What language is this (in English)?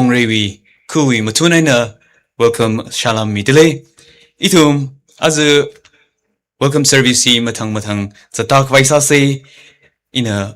Tangkhul Naga (India)